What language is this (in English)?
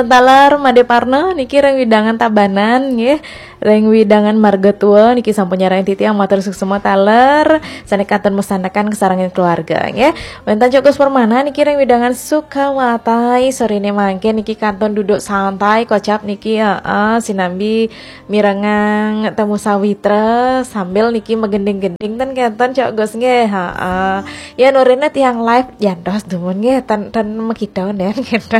Balinese